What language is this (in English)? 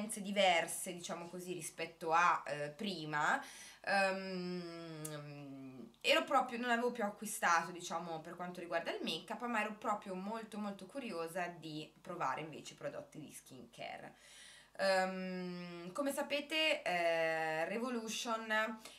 Italian